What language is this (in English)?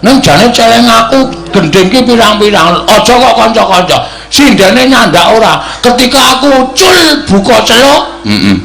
Javanese